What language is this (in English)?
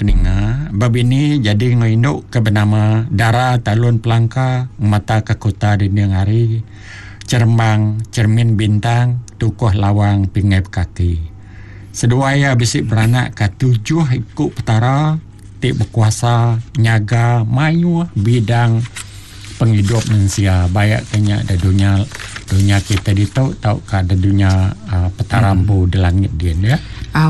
Iban